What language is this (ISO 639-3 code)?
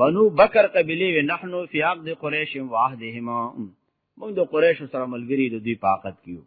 pus